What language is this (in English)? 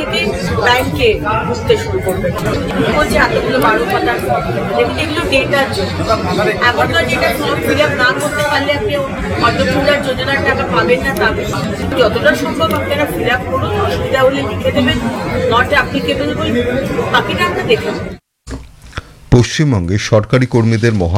Bangla